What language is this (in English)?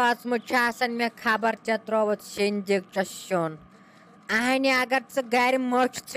Kashmiri